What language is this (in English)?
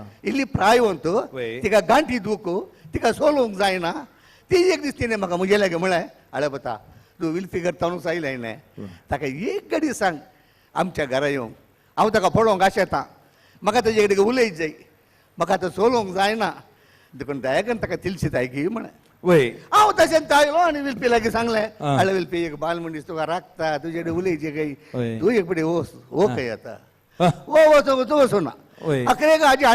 Konkani